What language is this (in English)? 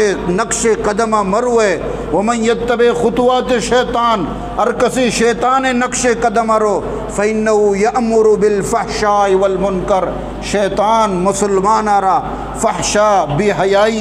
Eastern Balochi